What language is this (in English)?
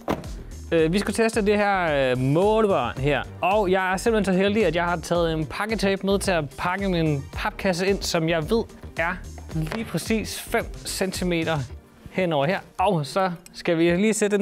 Danish